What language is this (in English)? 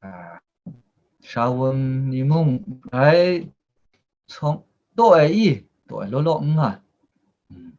Kachin